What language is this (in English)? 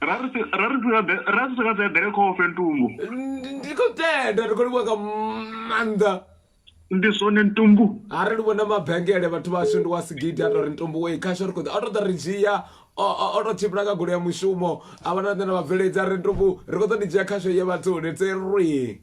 Venda